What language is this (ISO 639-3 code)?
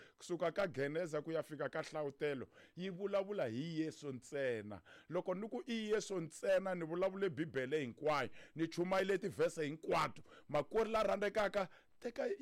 tso